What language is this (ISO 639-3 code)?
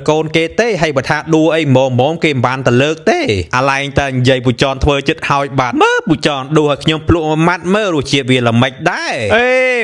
khm